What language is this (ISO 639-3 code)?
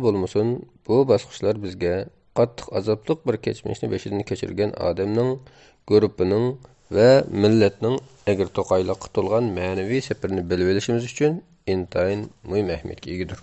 uig